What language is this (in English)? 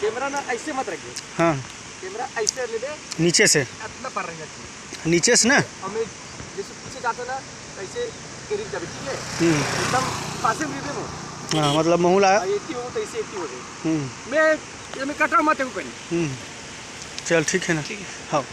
Chhattisgarhi